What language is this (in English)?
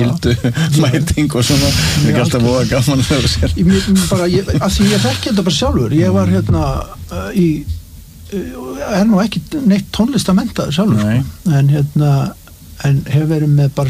Icelandic